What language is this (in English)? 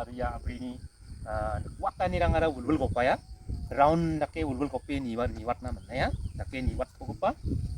Garo